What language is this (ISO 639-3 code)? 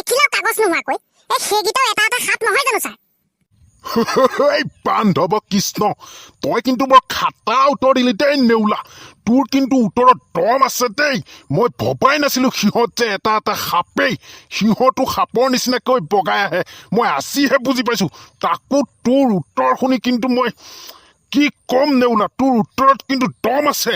asm